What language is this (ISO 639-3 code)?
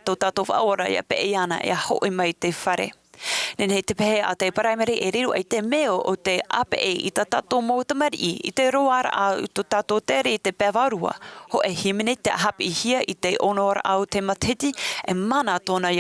tah